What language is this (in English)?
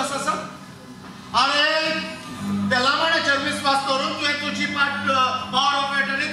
Konkani